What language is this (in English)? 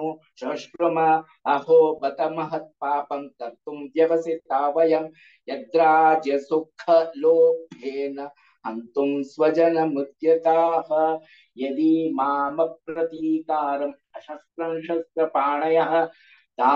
Sanskrit